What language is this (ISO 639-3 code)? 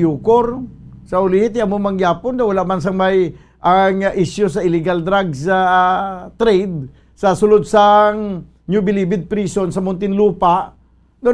hil